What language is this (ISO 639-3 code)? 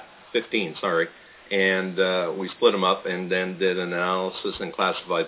eng